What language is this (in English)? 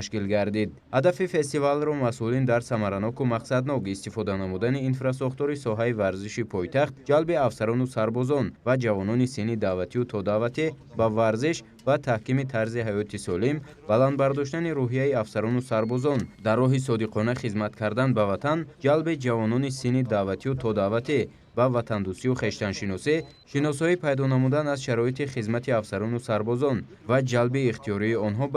Tajik